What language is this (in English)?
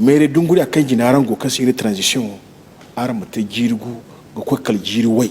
Zarma